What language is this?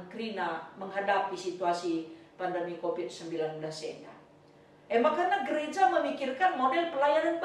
Batak Karo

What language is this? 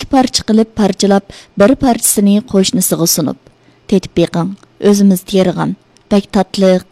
Uyghur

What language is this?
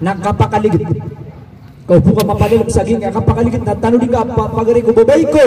Maranao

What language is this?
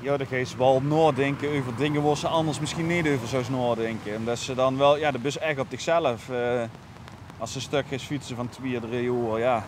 Limburgish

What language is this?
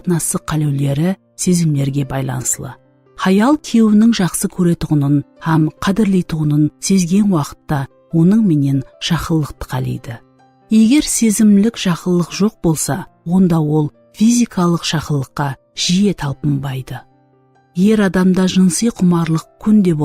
Kara-Kalpak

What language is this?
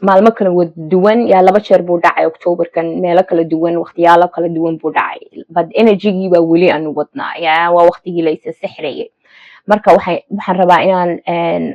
Somali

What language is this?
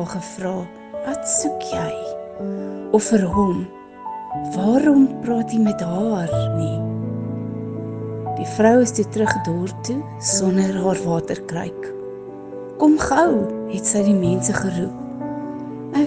Afrikaans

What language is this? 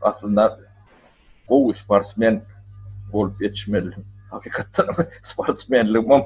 Turkmen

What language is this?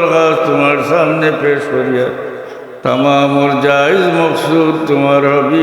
Sylheti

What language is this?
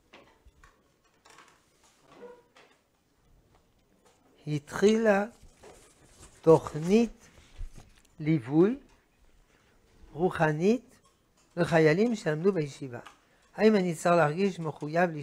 Hebrew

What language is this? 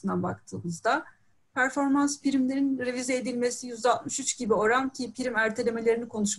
Turkish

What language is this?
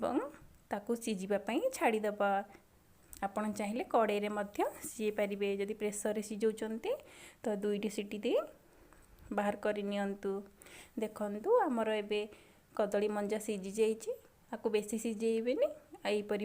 Odia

